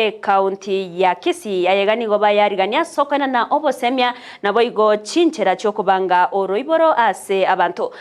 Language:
Gusii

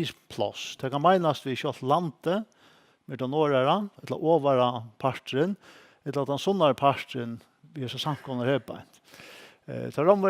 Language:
Faroese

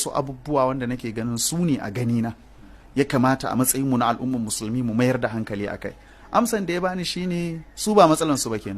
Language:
Hausa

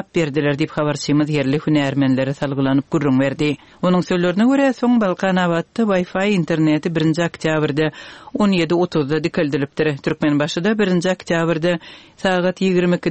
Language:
Turkmen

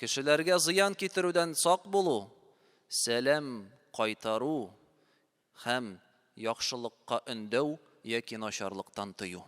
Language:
Tatar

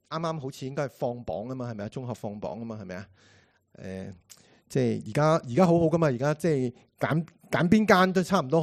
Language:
Cantonese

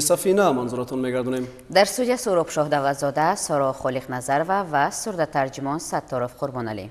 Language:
Tajik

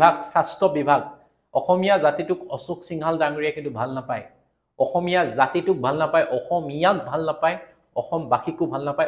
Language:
Assamese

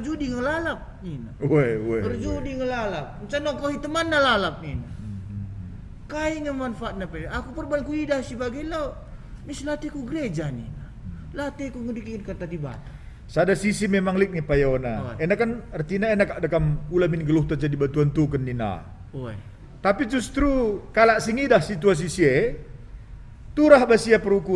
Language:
Batak Karo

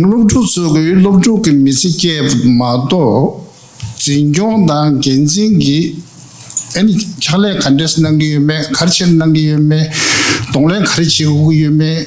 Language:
Tibetan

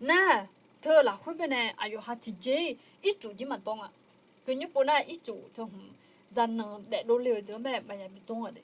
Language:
Akha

